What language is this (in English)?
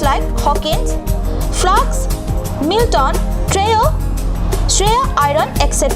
Karbi